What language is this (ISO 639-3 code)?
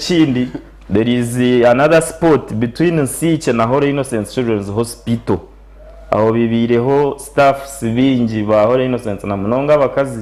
nyn